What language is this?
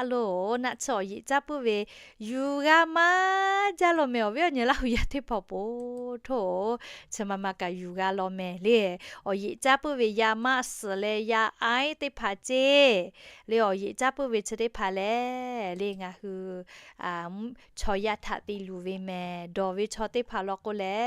Lahu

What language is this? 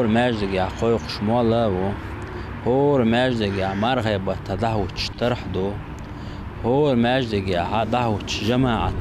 Chechen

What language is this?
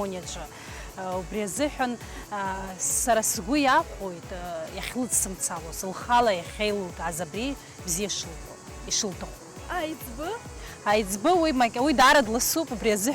Abkhazian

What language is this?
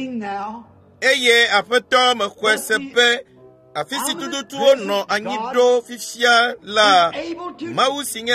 Ewe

